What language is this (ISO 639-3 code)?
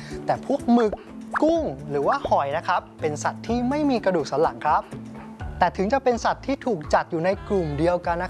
tha